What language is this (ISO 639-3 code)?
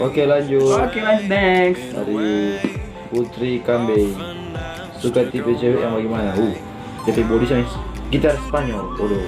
xmm